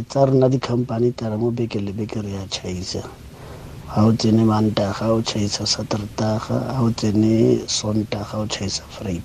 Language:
Tswana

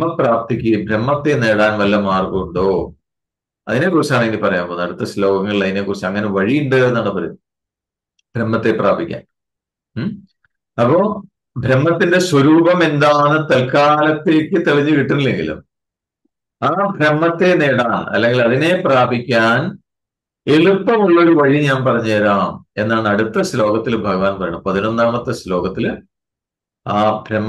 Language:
Malayalam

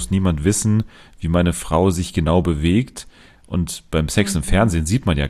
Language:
German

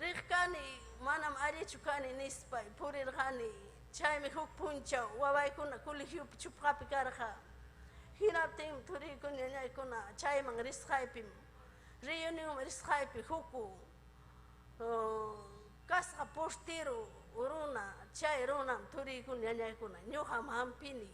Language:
Ayacucho Quechua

